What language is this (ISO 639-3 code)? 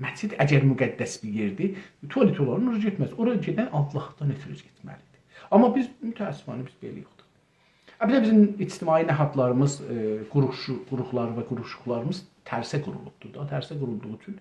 azb